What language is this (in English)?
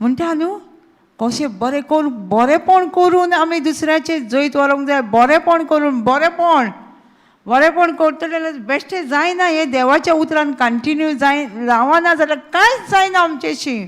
Konkani